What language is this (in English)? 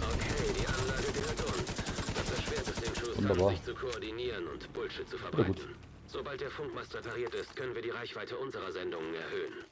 Bavarian